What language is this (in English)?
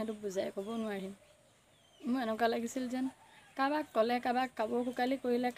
Assamese